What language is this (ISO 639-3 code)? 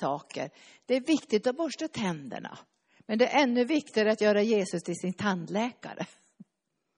swe